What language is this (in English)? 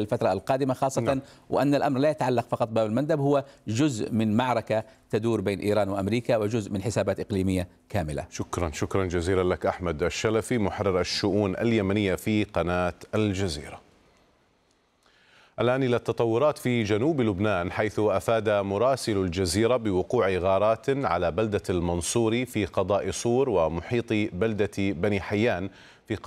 Arabic